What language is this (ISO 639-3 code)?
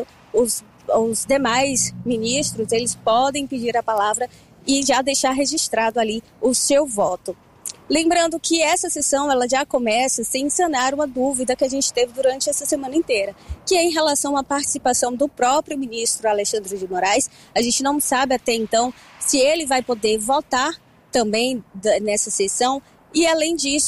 por